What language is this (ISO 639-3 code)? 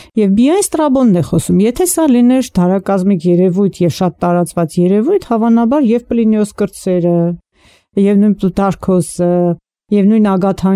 hye